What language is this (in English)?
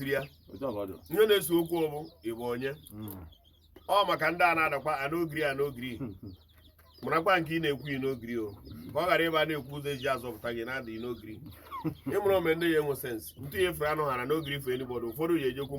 Igbo